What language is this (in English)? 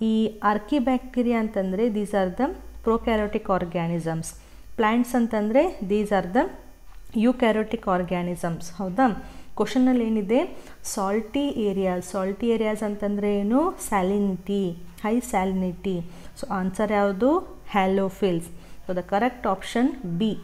Kannada